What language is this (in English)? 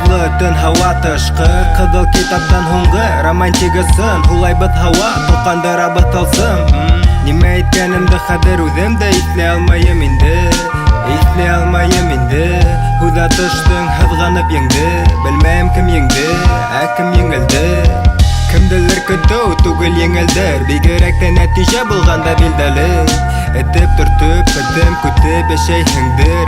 Bashkir